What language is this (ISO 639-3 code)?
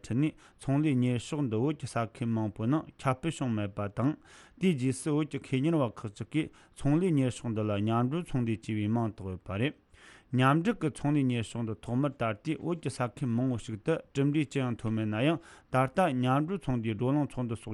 bod